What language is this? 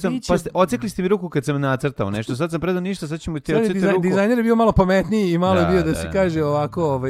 Serbian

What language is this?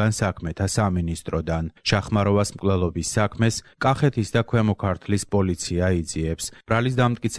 Georgian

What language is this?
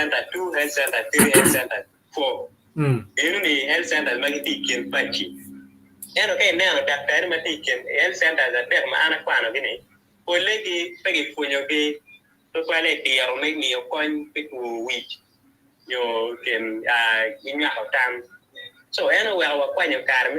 Acoli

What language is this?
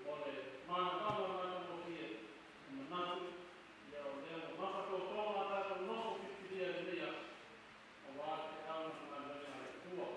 Samoan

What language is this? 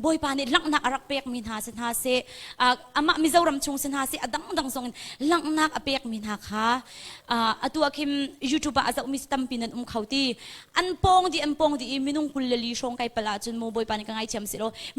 Hakha Chin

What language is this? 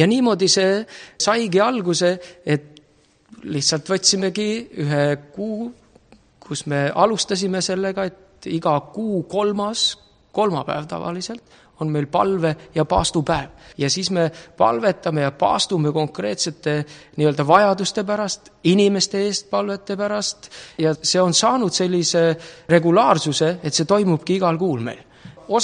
Estonian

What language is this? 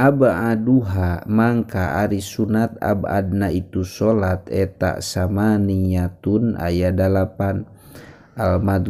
Sundanese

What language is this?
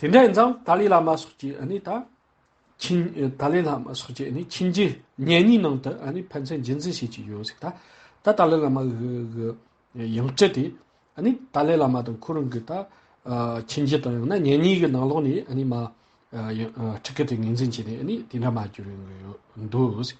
Tibetan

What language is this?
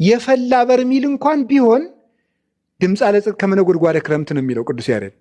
Amharic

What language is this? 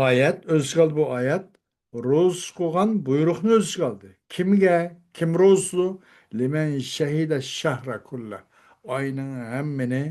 Uyghur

